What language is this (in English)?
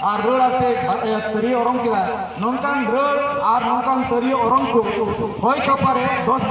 Santali